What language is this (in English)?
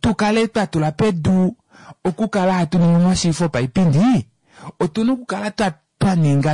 Kuanyama